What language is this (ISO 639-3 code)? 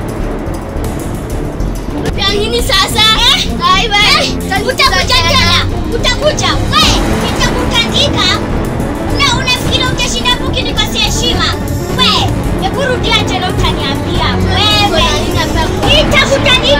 swa